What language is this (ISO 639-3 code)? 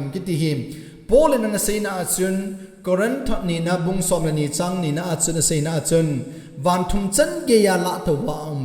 tcz